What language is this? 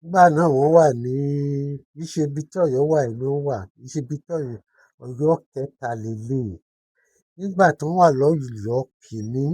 Yoruba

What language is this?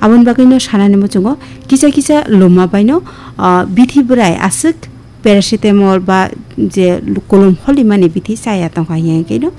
Kok Borok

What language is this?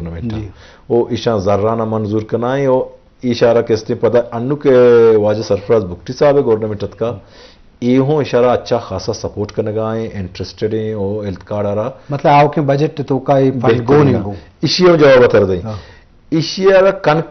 Eastern Balochi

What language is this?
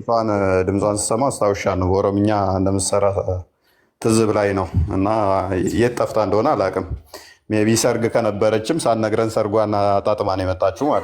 Amharic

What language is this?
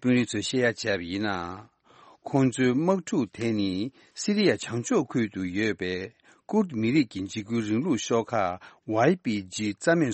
Tibetan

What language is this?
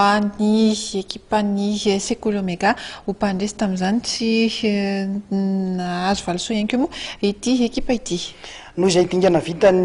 Malagasy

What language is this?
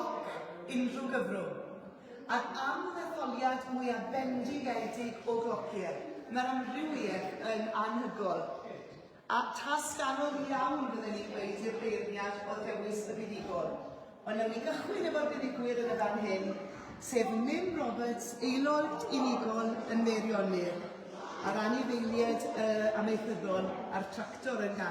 Welsh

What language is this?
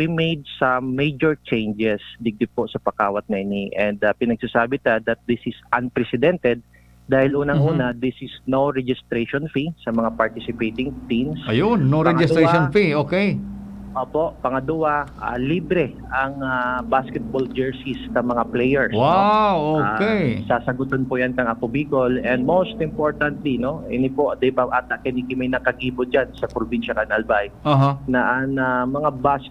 Bikol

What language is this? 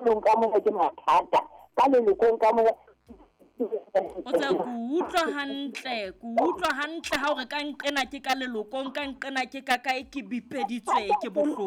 Southern Sotho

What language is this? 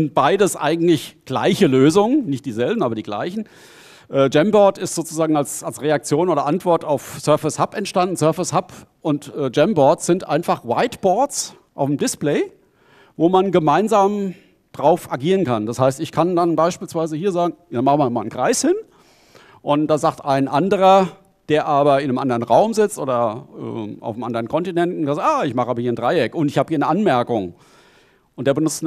German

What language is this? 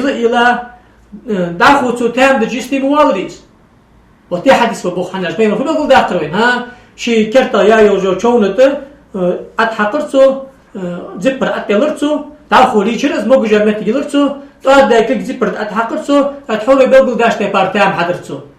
Ingush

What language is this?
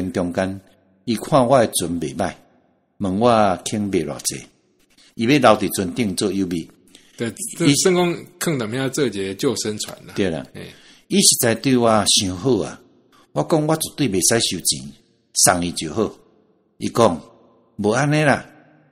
Min Nan Chinese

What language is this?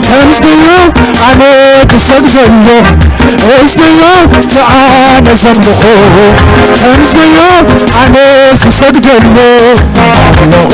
Tigrinya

